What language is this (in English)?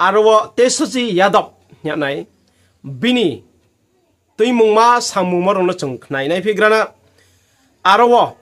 Riang (India)